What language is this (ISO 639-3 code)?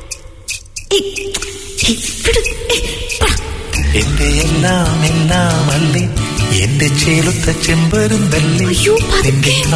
mal